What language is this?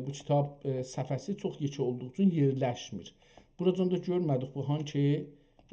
South Azerbaijani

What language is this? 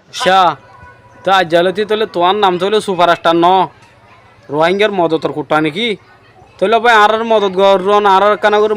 Rohingya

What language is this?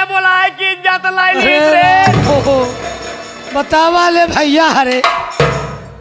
Bhojpuri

